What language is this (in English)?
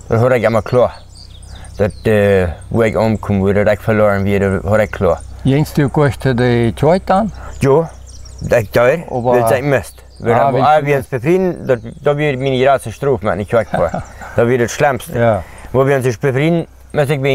Plautdietsch